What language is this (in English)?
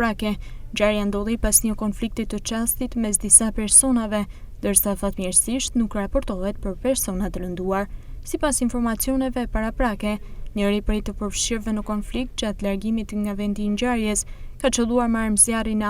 Albanian